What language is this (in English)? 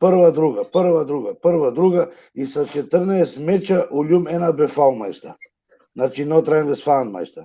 Balkan Romani